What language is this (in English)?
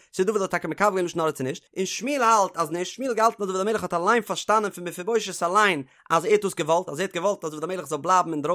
Yiddish